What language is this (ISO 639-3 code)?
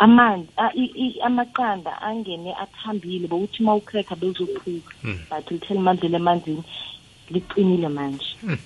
nbl